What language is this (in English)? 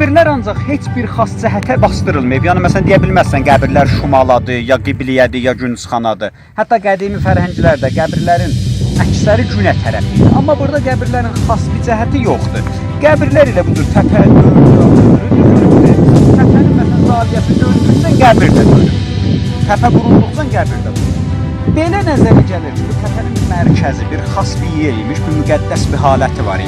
South Azerbaijani